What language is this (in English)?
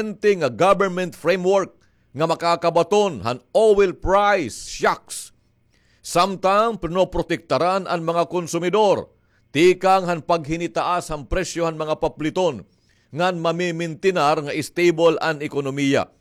Waray